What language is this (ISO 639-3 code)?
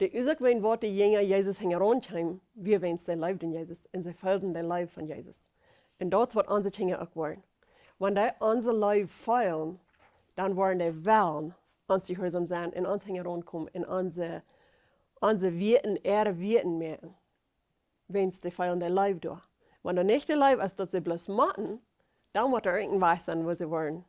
pdt